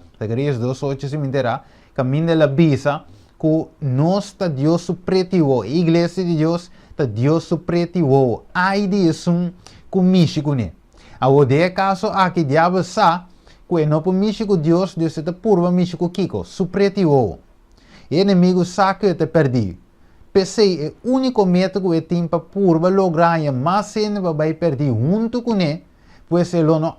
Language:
Papiamento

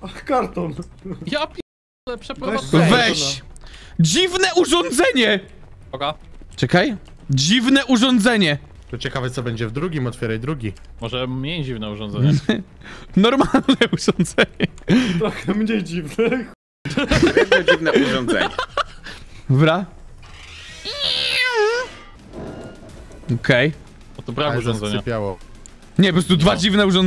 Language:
Polish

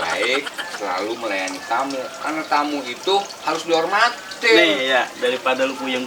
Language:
Betawi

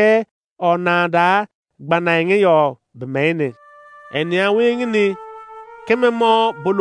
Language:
Izon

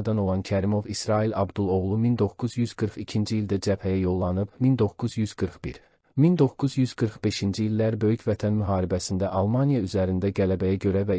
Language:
Azerbaijani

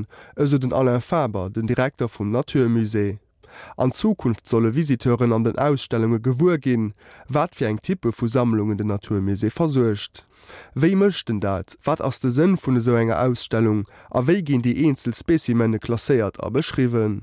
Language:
Luxembourgish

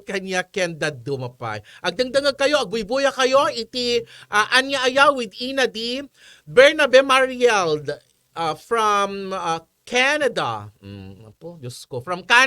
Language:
Iloko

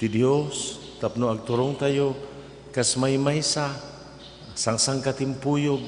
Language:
Iloko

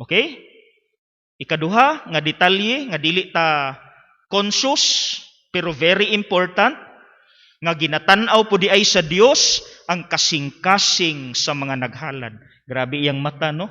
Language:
Cebuano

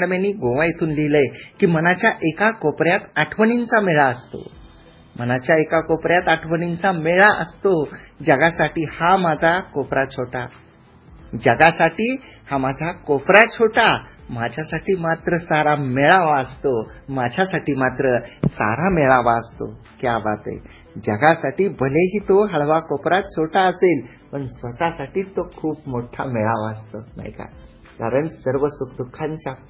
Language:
Marathi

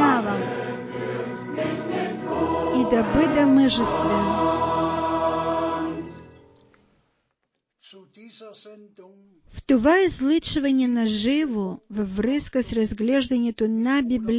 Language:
Bulgarian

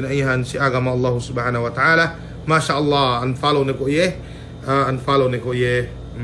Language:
Yakan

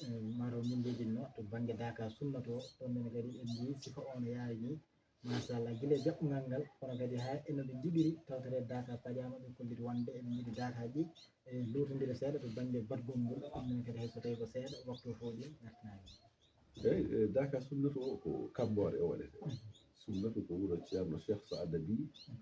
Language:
Fula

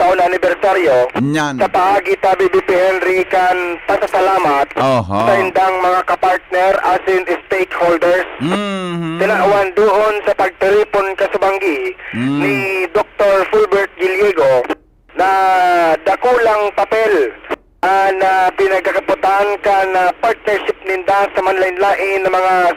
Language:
Bikol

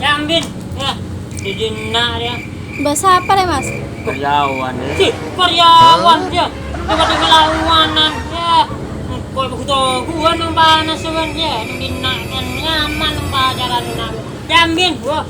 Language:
Madurese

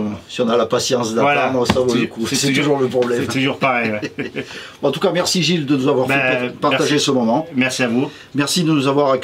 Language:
French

